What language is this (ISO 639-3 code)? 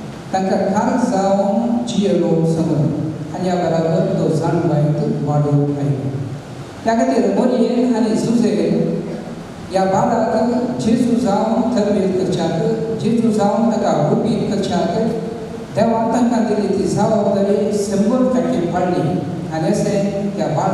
kok